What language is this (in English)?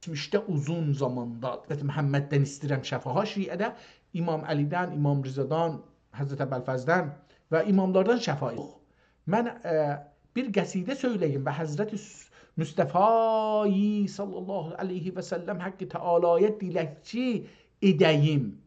South Azerbaijani